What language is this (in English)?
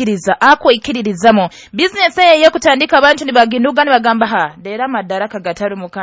Nyoro